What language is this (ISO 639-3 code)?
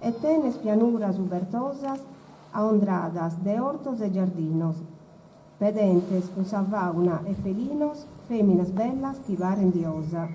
srd